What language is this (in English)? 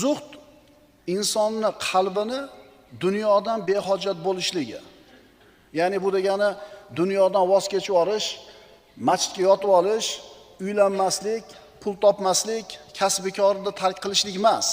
Uzbek